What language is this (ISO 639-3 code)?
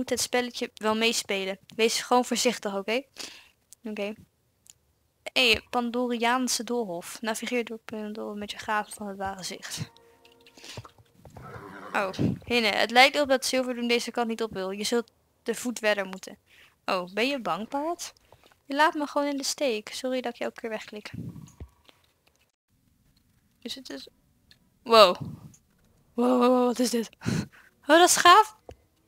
nld